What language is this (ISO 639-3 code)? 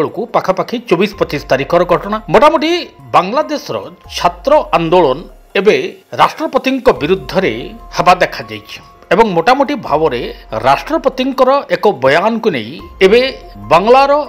ori